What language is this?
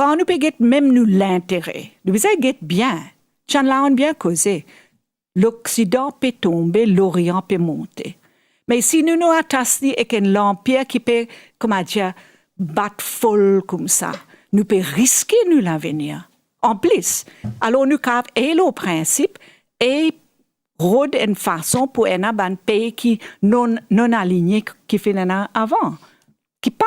Morisyen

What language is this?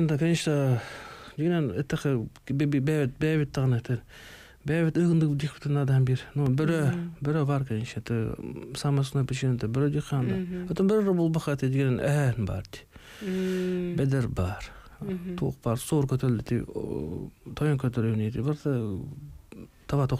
Yakut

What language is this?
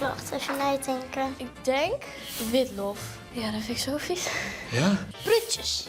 Western Frisian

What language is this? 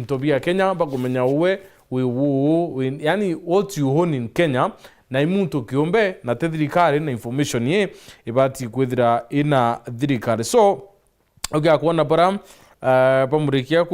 Meru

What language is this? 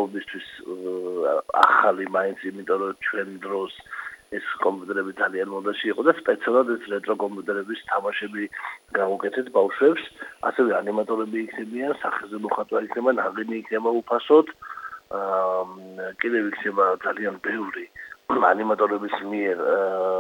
Georgian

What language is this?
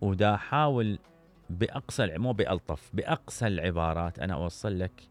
Mesopotamian Arabic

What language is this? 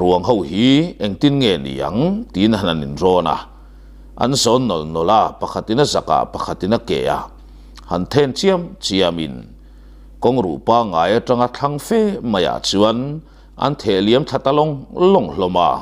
Mizo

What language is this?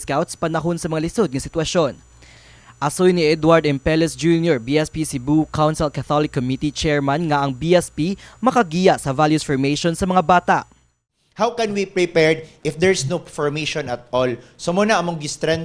Cebuano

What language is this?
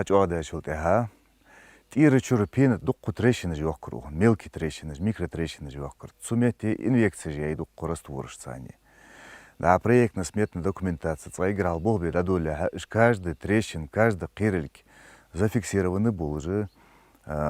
Ingush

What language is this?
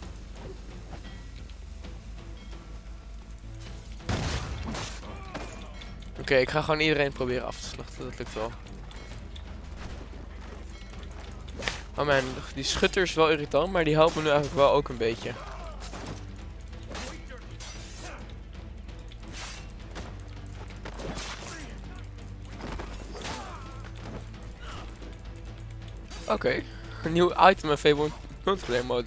Dutch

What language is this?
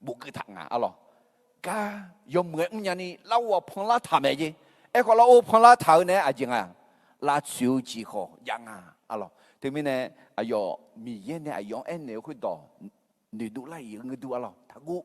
Akha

